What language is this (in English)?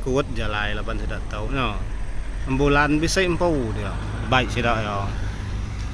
Iban